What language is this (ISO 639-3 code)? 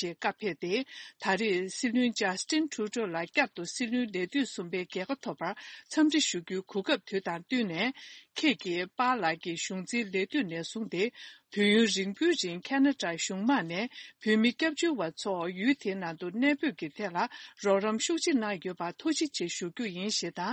bod